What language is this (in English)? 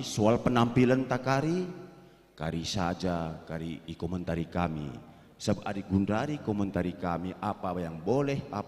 Batak Karo